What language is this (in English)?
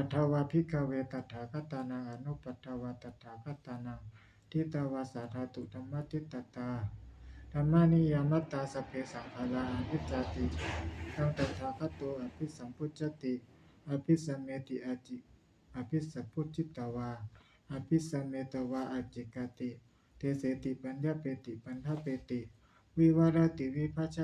Pali